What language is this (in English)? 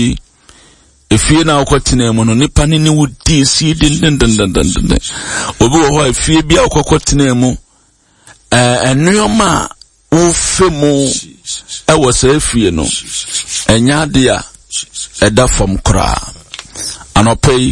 Akan